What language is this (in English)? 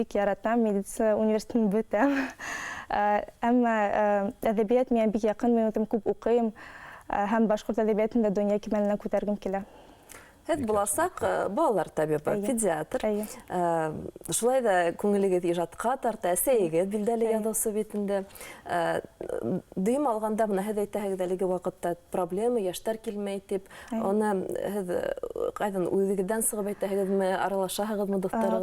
Bashkir